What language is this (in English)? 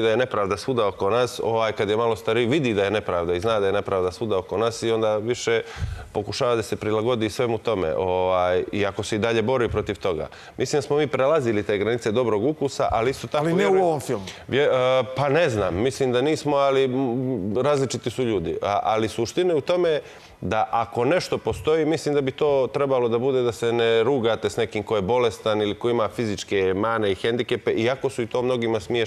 Serbian